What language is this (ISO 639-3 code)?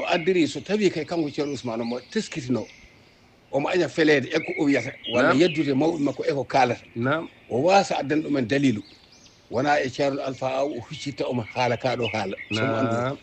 ful